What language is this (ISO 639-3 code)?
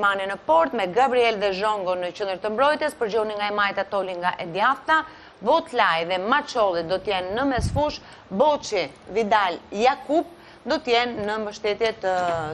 sqi